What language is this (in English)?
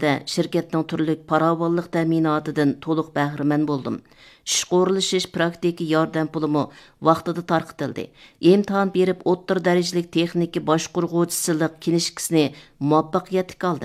Uyghur